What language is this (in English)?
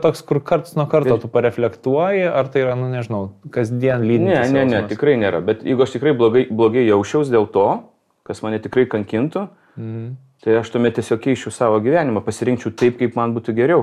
Lithuanian